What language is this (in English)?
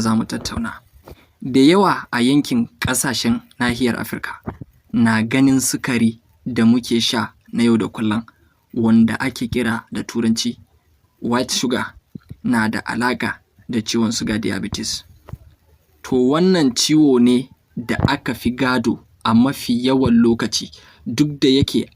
Hausa